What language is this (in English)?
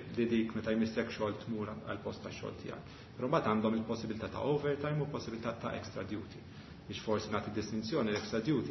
Maltese